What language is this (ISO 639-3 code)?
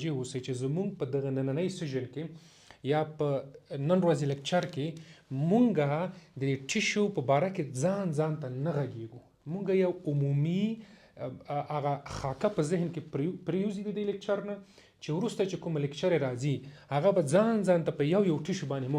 pus